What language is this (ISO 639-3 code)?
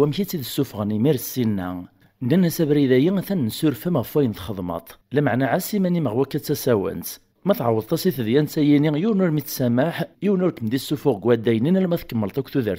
kab